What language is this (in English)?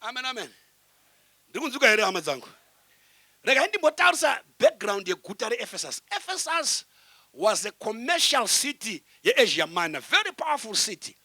Shona